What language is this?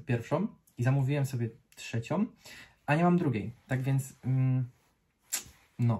Polish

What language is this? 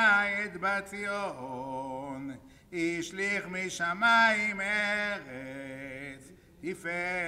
Hebrew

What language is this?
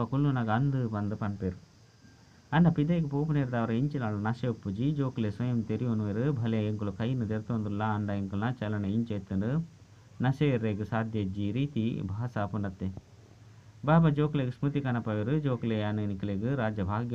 Tulu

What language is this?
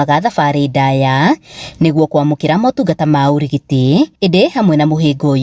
Kikuyu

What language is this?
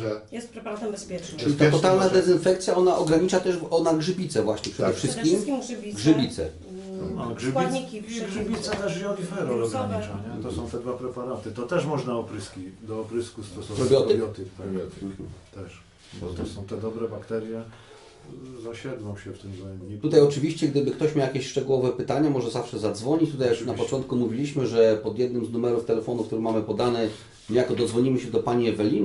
Polish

